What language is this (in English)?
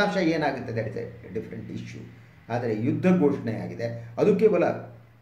Kannada